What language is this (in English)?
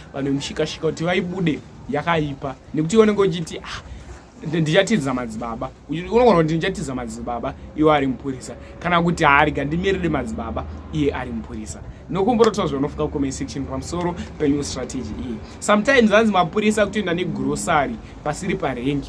Shona